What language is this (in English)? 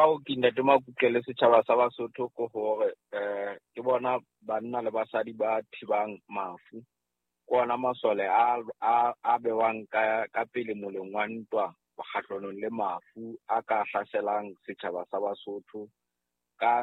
Southern Sotho